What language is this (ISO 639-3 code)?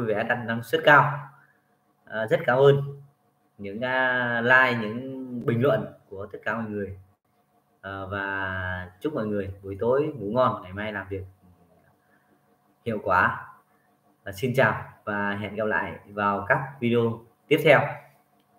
vie